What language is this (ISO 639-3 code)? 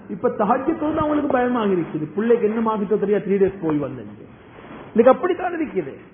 tam